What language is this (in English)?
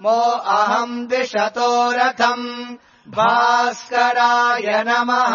Sanskrit